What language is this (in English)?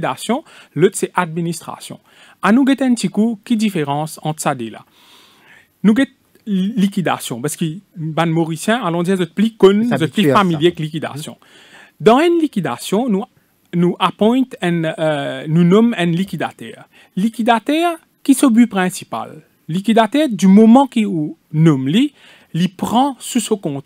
French